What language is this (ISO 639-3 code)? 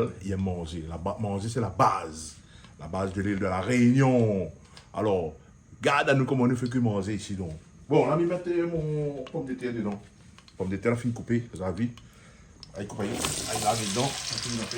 rcf